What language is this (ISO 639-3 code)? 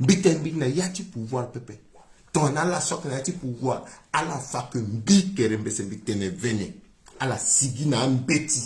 sag